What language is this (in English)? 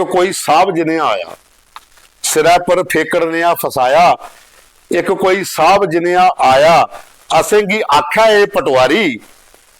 Dogri